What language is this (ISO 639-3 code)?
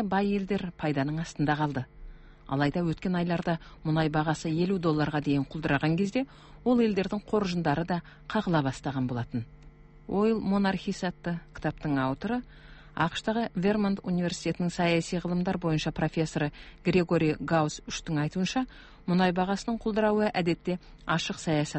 kaz